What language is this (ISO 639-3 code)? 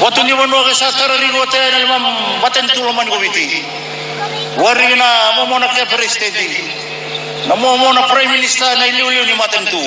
fij